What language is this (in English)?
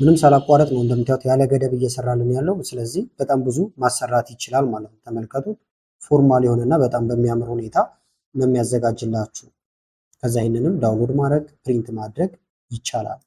Amharic